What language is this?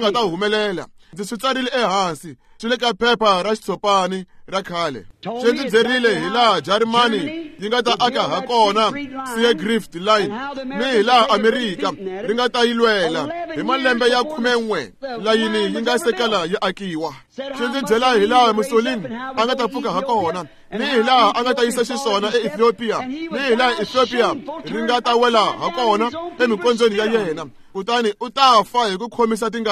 Tsonga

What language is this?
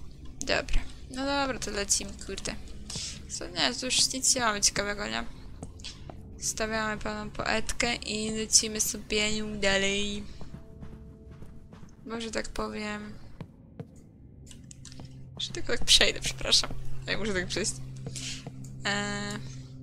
Polish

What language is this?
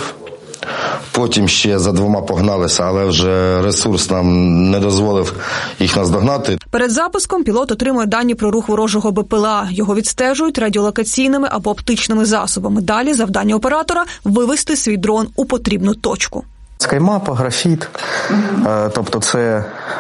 Ukrainian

